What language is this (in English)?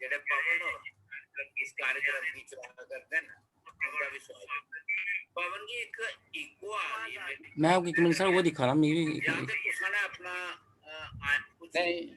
Dogri